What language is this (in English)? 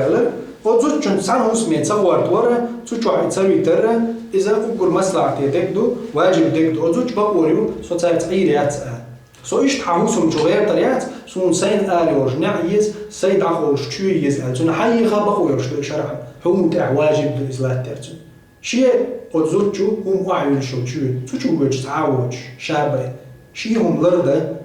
Chechen